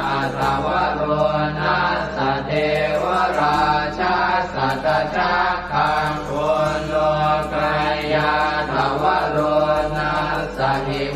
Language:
Pali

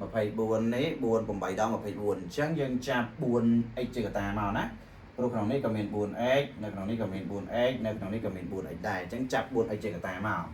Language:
Khmer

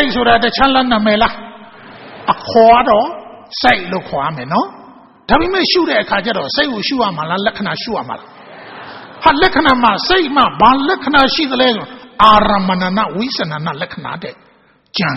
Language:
Burmese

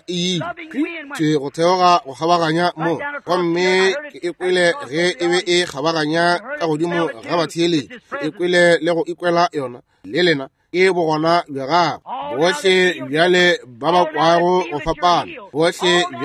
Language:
Northern Sotho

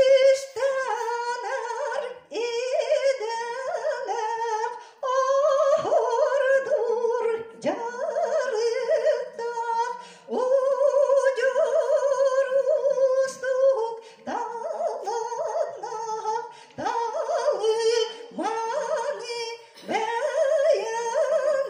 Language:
Yakut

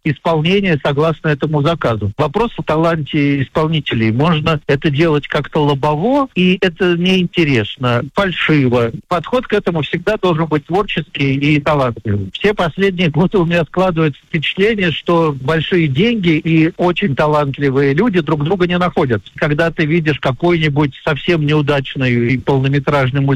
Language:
Russian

